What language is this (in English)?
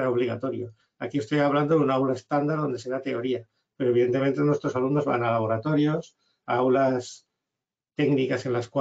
Spanish